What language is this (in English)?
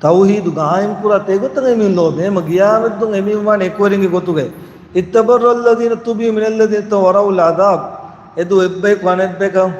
Divehi